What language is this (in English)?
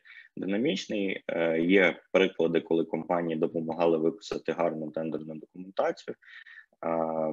Ukrainian